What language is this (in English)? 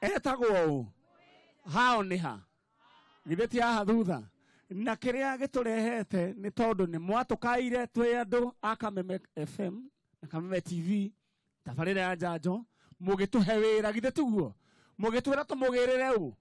Kikuyu